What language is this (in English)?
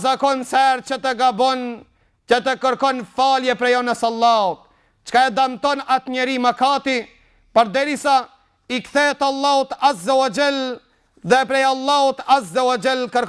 Albanian